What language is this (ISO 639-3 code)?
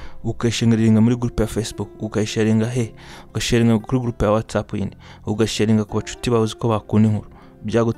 kin